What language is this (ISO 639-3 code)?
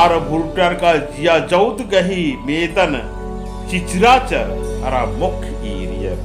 kru